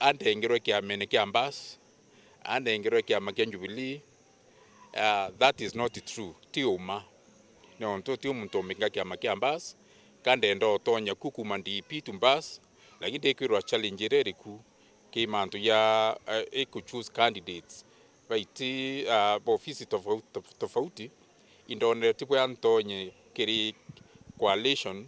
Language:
Meru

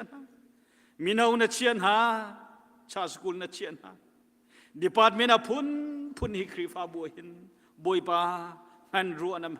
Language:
Hakha Chin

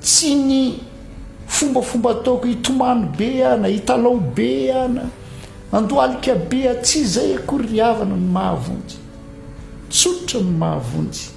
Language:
Malagasy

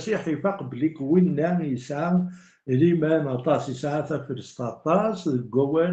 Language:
Kabyle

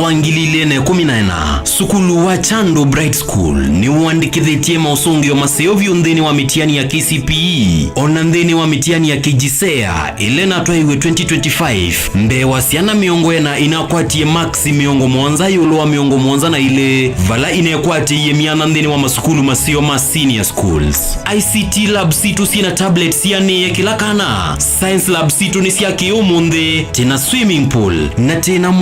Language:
Kamba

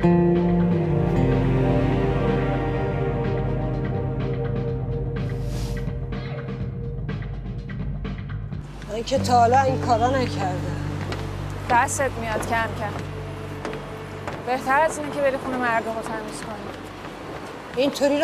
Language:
Persian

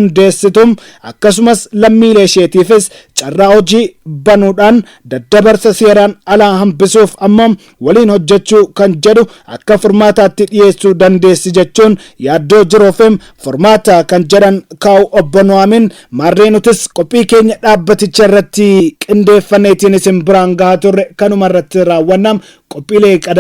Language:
Oromo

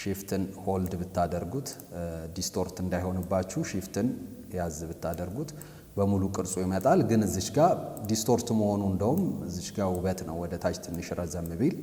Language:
Amharic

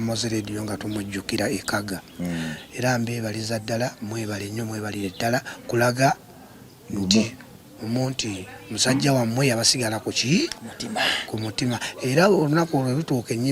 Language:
Ganda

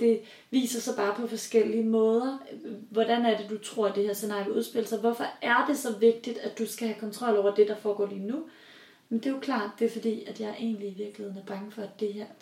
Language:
Danish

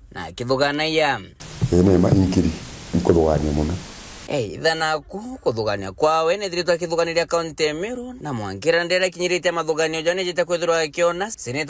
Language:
Meru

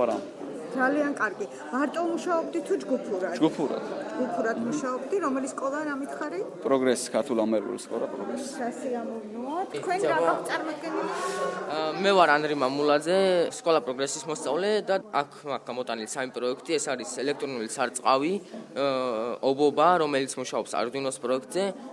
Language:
Georgian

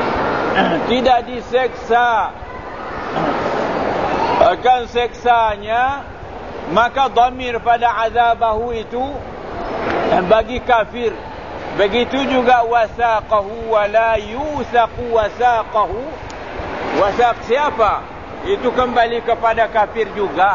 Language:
Malay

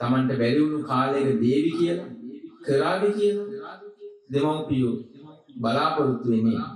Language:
Sinhala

